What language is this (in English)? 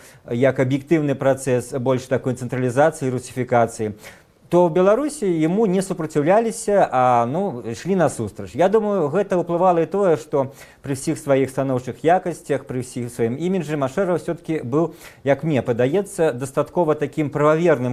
Belarusian